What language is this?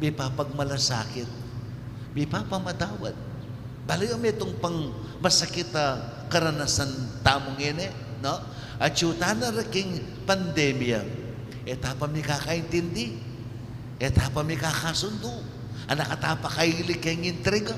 Pampanga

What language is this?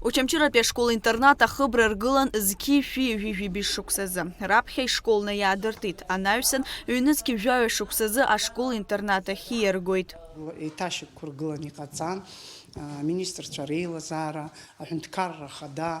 Abkhazian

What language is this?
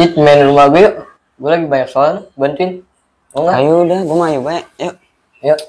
Betawi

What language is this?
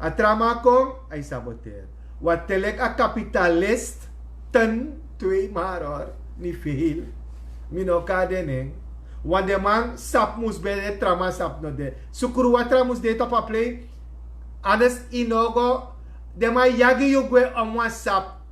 Sranan Tongo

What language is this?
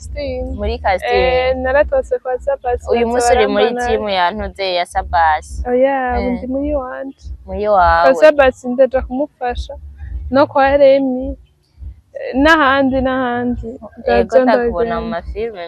Rundi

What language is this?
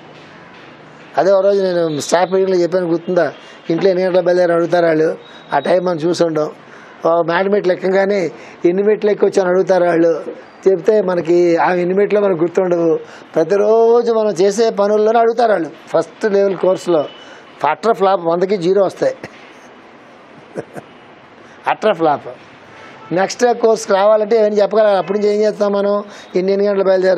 Telugu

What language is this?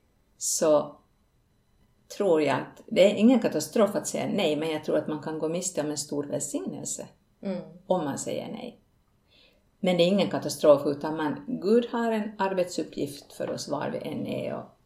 Swedish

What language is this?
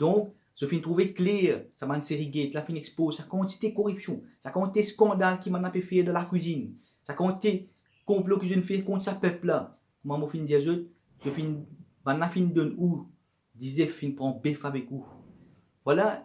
Morisyen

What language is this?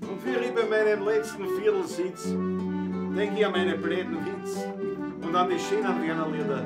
Bavarian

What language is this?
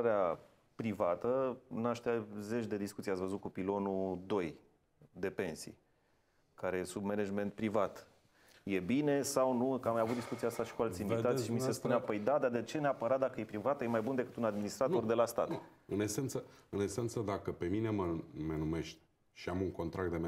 Romanian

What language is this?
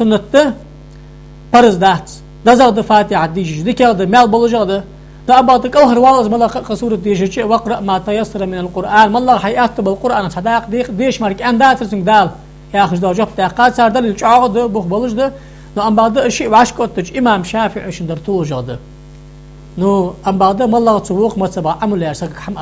Ingush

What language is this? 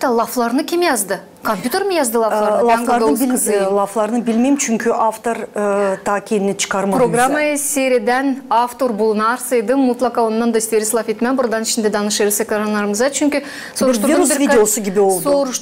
Gagauz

